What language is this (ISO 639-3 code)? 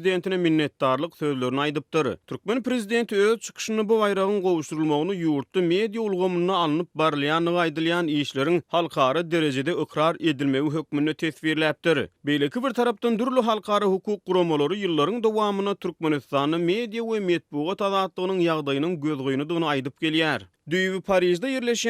tuk